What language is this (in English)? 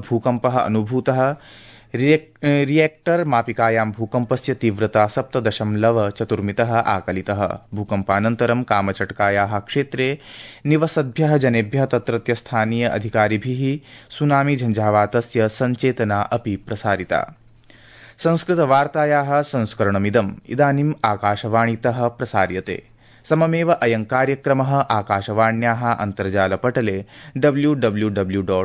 Sanskrit